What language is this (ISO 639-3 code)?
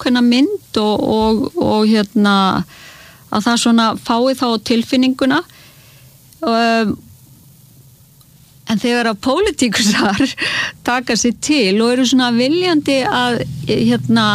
isl